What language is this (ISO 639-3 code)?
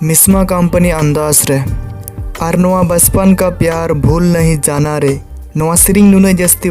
sat